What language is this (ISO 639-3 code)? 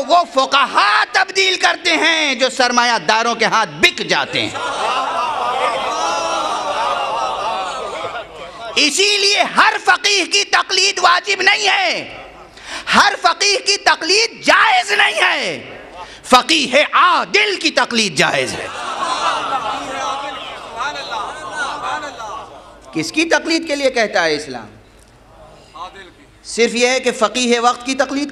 urd